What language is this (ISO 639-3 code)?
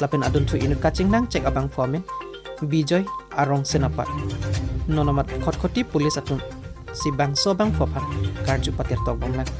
mjw